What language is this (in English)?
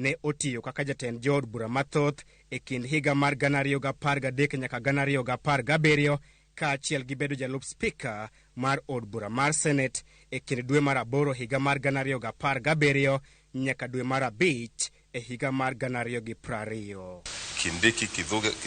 Luo (Kenya and Tanzania)